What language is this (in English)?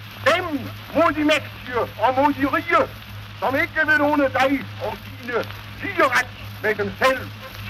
Danish